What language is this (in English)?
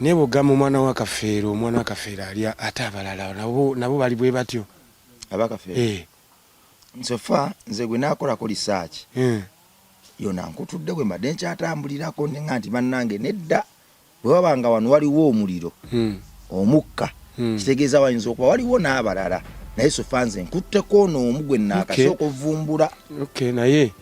Ganda